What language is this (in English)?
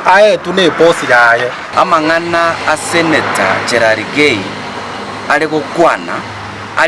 Gusii